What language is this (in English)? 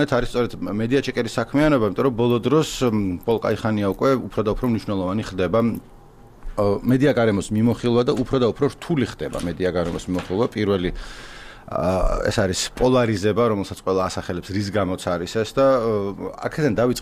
Georgian